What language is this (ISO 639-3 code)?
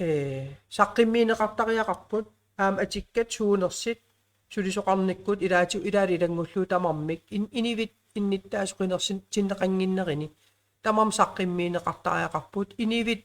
kal